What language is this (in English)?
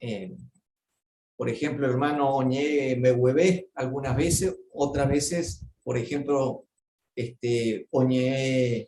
Guarani